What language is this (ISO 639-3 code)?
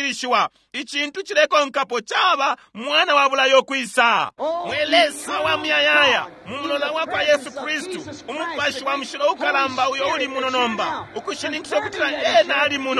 bem